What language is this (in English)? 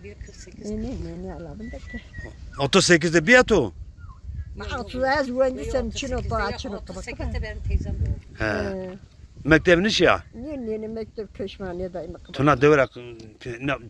Zaza